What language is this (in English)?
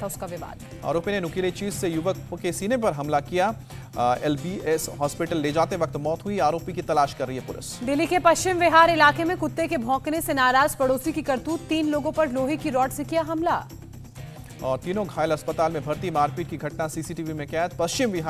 Hindi